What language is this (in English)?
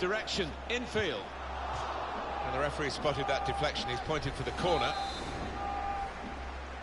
English